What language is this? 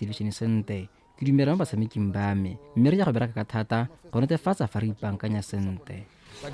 Tswana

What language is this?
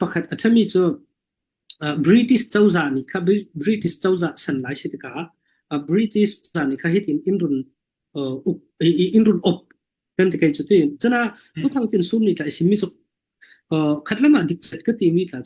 Falam Chin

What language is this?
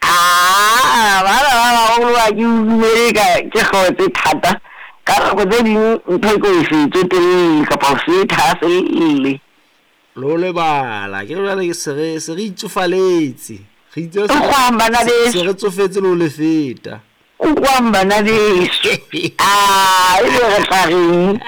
Southern Sotho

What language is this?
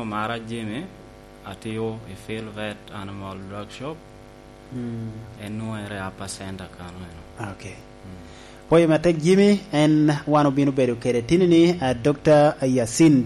Lango (Uganda)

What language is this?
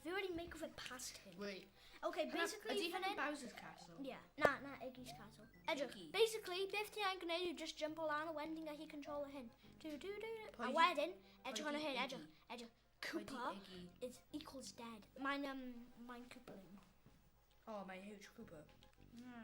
Welsh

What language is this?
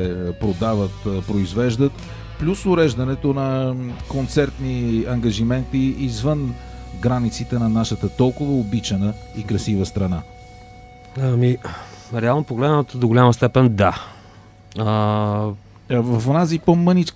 Bulgarian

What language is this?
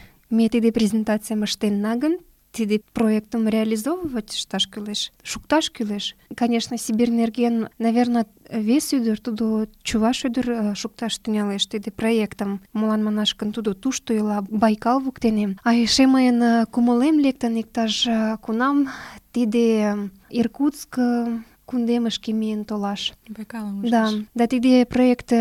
Mari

